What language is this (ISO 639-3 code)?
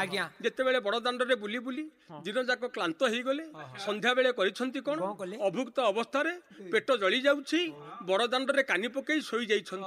ori